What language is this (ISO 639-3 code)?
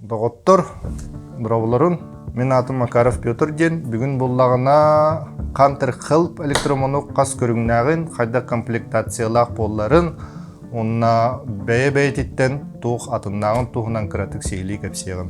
sah